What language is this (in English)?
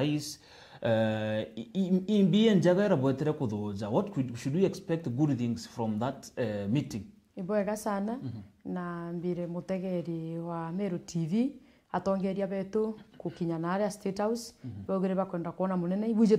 Meru